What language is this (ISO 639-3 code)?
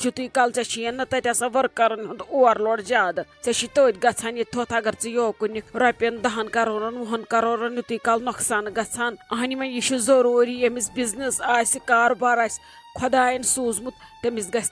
kas